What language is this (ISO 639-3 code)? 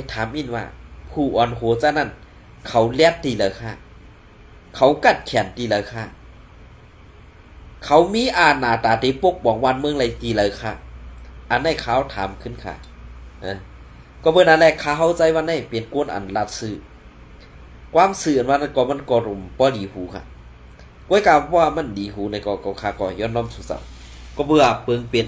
shn